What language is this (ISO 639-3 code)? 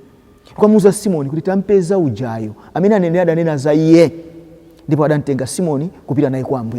nya